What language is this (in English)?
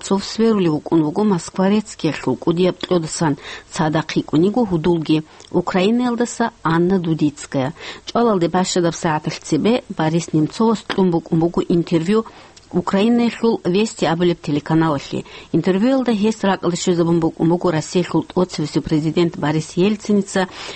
Avaric